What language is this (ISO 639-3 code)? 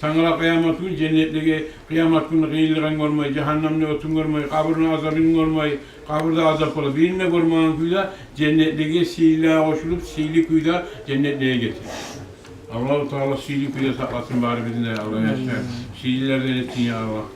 kum